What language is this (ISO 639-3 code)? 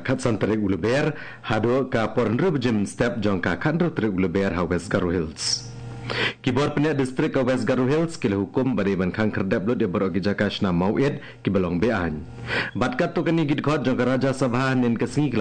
kha